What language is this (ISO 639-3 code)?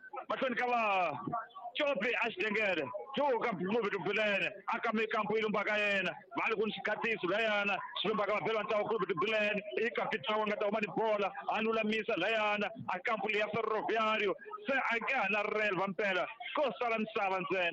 tso